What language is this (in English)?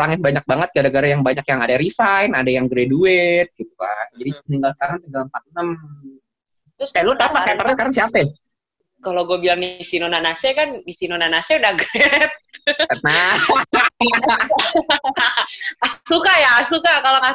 Indonesian